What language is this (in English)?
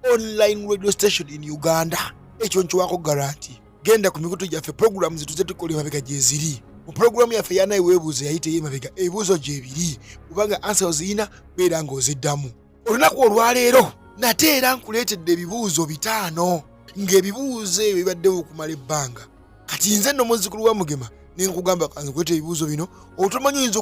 Ganda